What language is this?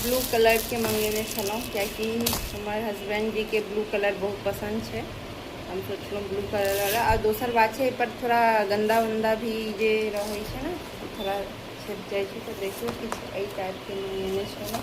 Maithili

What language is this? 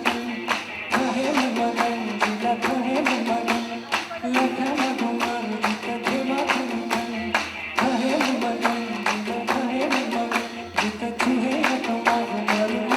Newari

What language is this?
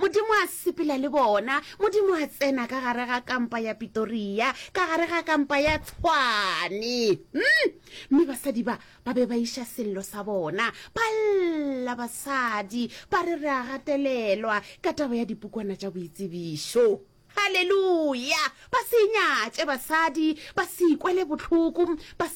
Northern Sotho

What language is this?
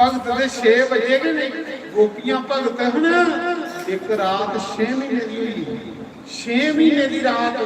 Dogri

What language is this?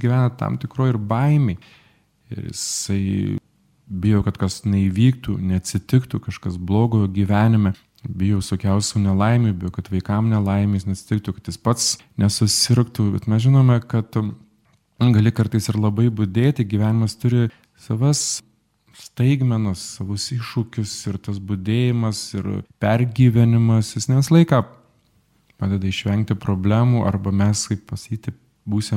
Lithuanian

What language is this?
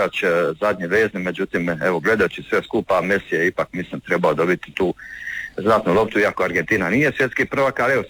Croatian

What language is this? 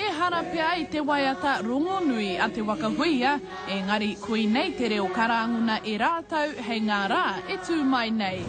Māori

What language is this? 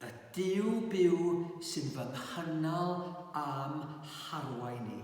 Welsh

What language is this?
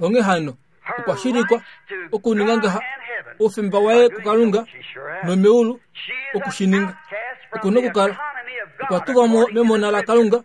Kuanyama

